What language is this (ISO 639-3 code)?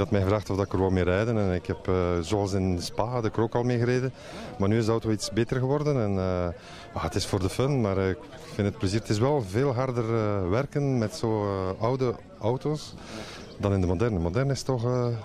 nld